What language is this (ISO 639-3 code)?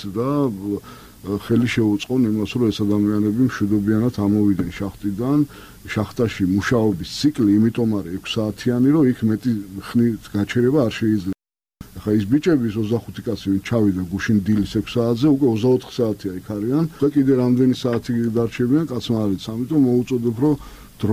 kat